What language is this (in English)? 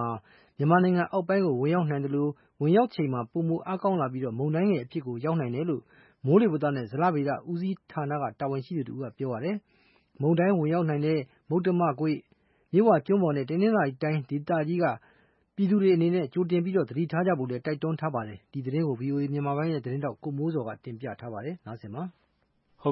Burmese